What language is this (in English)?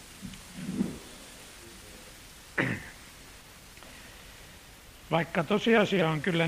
Finnish